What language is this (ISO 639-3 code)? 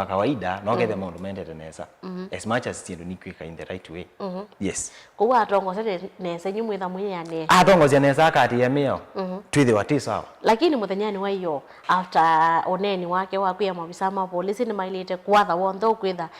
kam